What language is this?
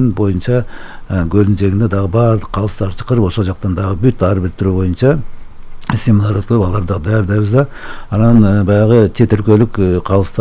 Kyrgyz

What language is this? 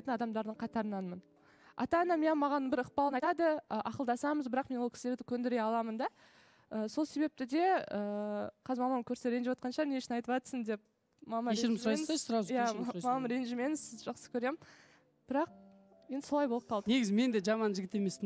Kazakh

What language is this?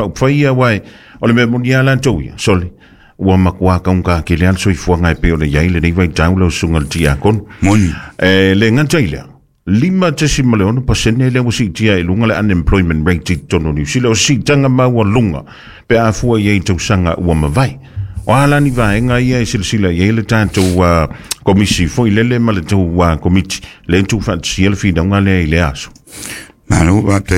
Samoan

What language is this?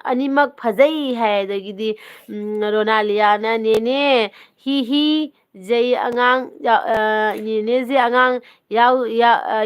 Manipuri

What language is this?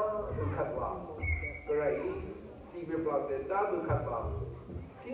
Rawang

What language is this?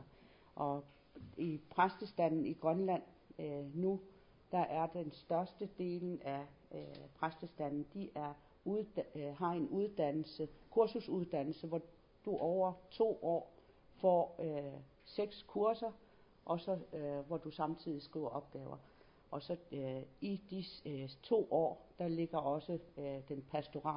Danish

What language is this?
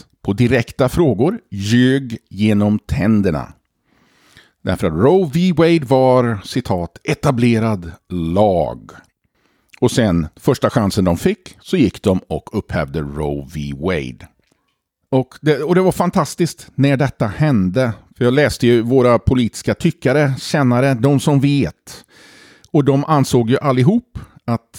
Swedish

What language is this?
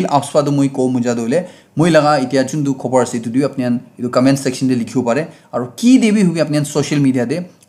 Naga Pidgin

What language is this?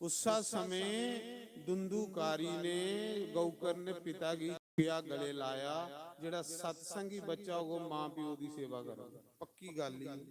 Dogri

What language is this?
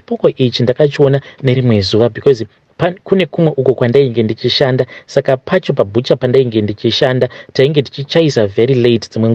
Shona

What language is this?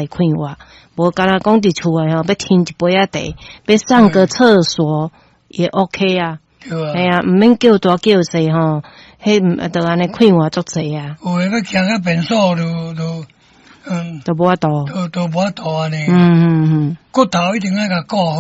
Min Nan Chinese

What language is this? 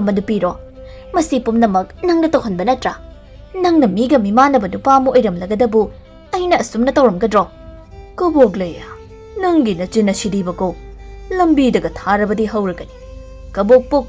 Manipuri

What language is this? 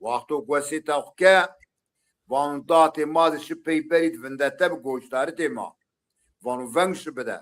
Zaza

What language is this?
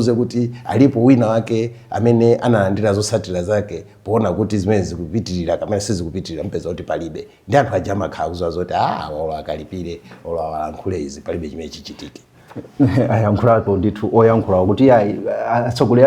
Nyanja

